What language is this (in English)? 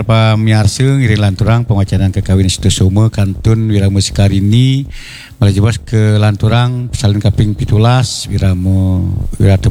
Balinese